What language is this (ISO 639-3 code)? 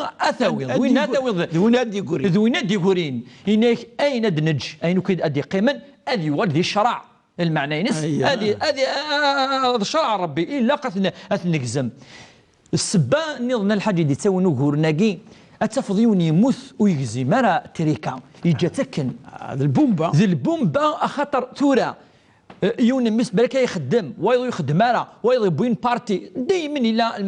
kab